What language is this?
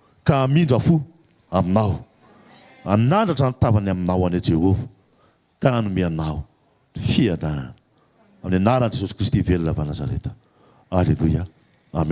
Malagasy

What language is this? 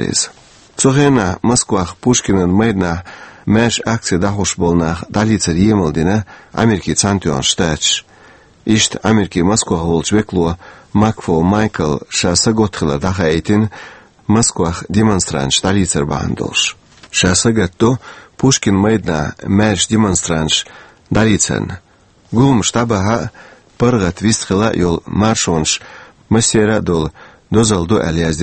Chechen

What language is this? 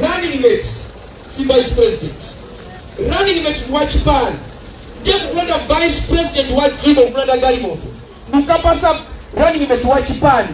Nyanja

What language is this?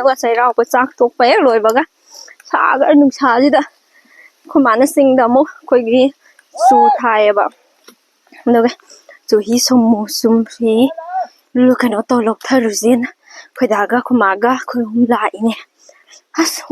Manipuri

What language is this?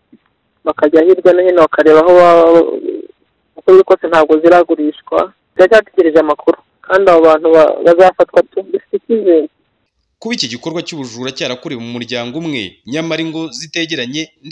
Kinyarwanda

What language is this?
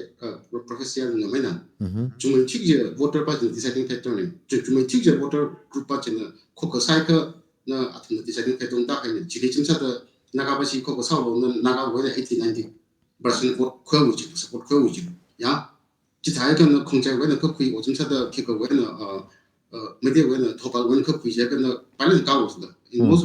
Tangkhul Naga (India)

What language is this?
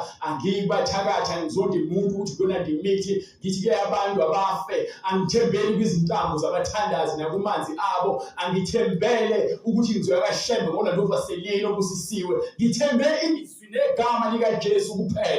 Zulu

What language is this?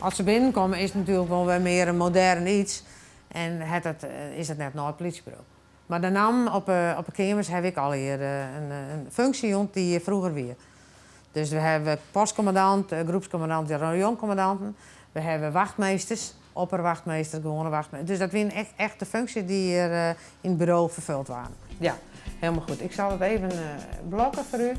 Western Frisian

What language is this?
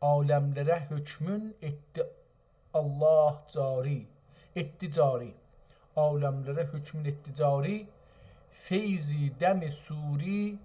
South Azerbaijani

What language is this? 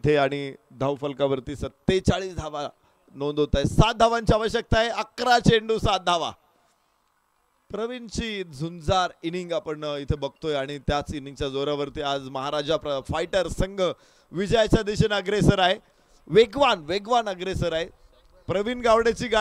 Marathi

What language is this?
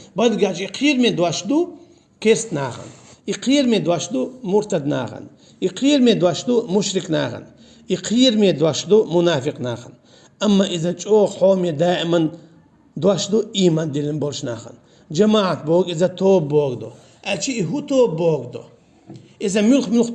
Chechen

